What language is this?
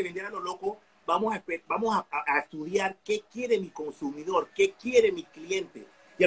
Spanish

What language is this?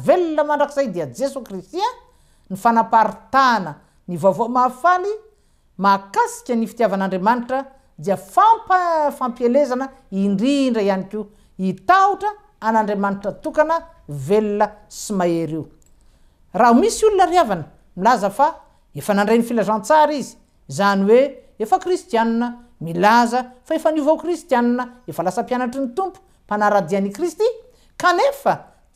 Malagasy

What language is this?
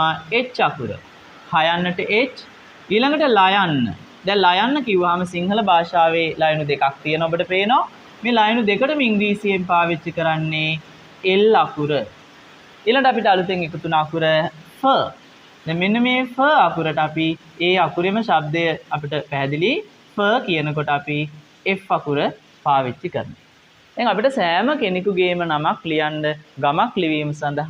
Sinhala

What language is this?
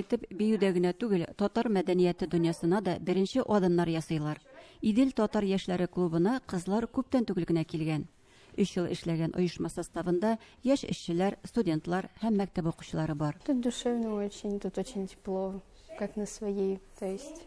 Tatar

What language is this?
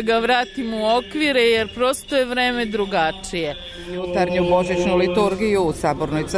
Serbian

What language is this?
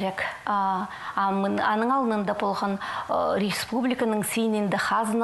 Khakas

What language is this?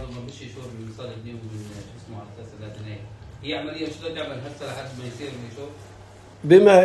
North Levantine Arabic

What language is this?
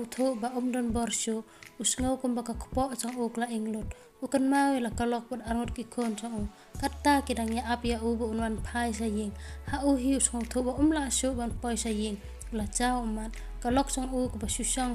Khasi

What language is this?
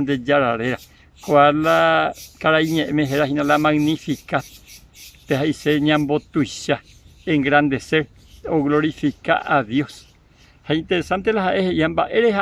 Guarani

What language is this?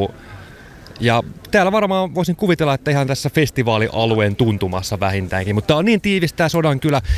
Finnish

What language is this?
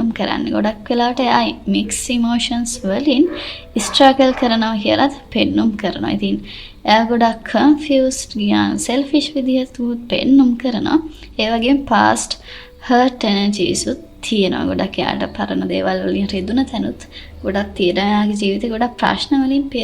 Sinhala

